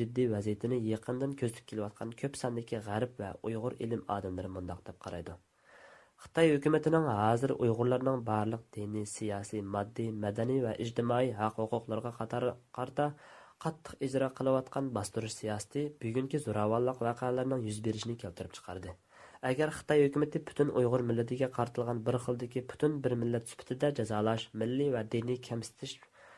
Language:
Uyghur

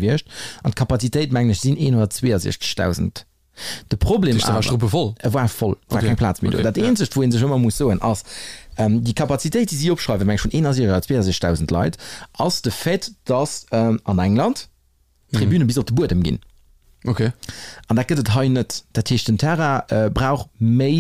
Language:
Luxembourgish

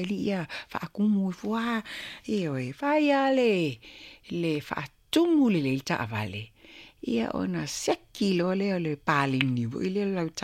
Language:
Samoan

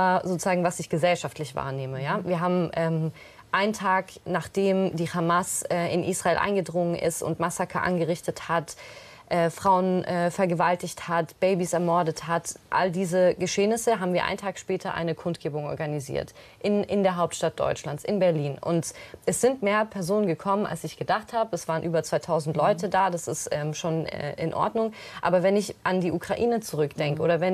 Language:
German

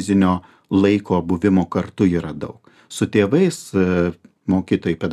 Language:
Lithuanian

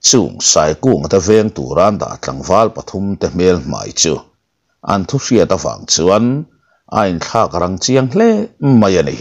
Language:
Mizo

